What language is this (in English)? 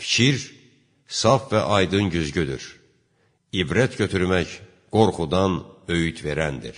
Azerbaijani